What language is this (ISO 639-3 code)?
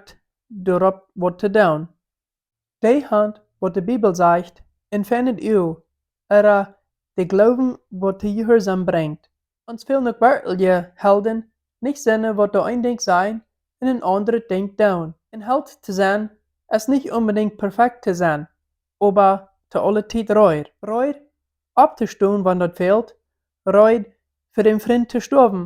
pdt